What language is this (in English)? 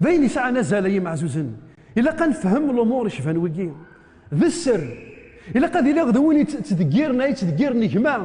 Kabyle